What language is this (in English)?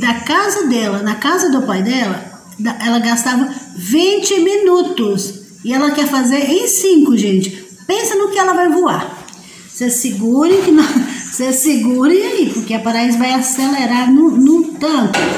Portuguese